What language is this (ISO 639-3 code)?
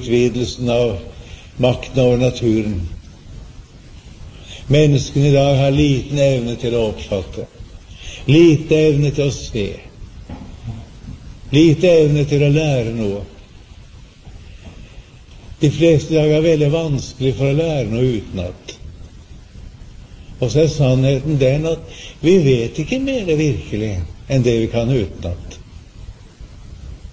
nor